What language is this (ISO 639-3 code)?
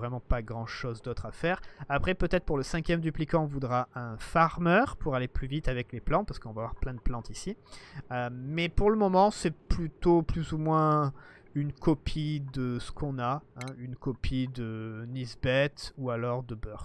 fra